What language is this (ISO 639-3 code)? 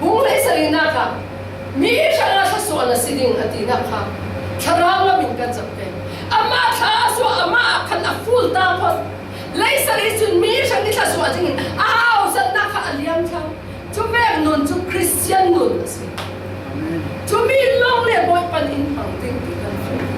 cfm